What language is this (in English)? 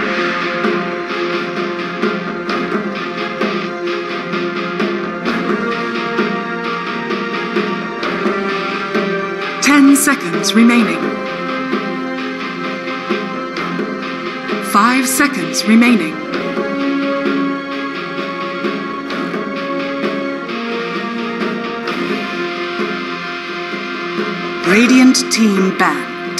English